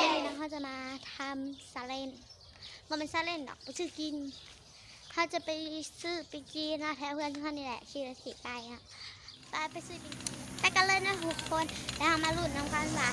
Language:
Lao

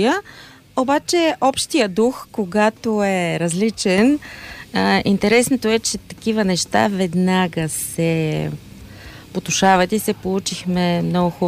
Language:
Bulgarian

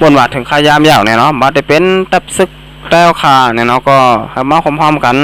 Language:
Shan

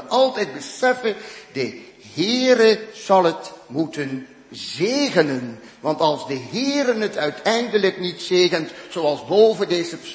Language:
Dutch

